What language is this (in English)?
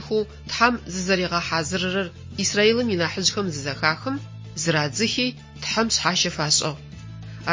Adyghe